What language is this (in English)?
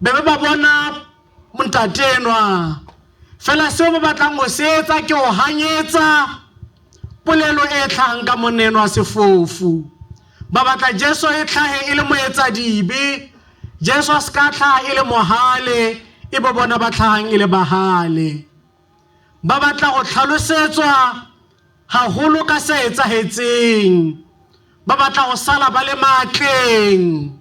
Southern Sotho